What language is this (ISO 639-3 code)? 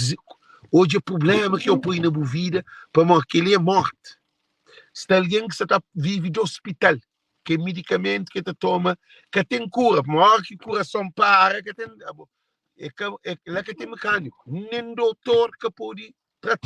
kea